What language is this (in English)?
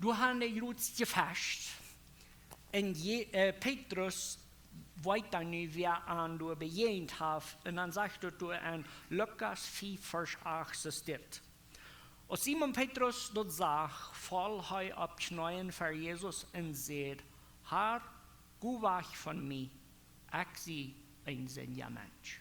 Plautdietsch